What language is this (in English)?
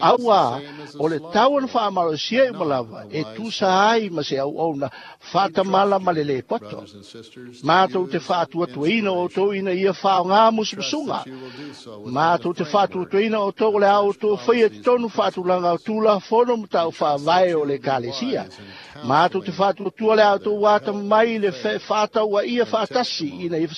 Samoan